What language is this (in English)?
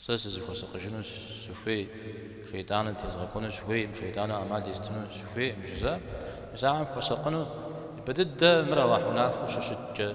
Kabardian